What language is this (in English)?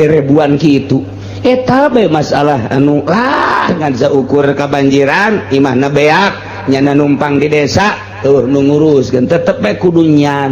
Sundanese